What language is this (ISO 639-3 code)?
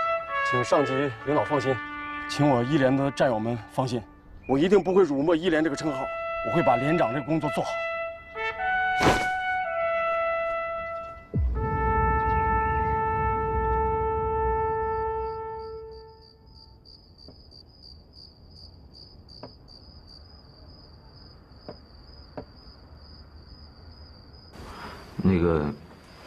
zho